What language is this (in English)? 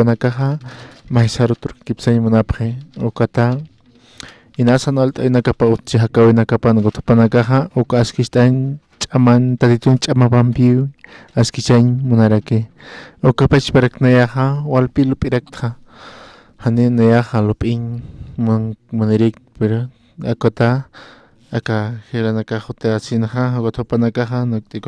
Aymara